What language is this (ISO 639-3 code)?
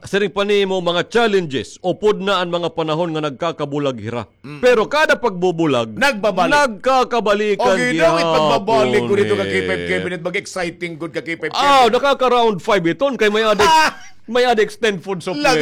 war